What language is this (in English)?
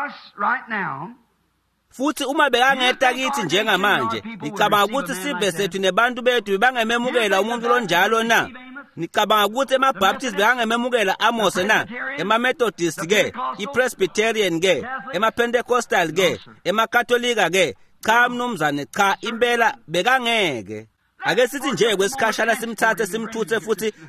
Swati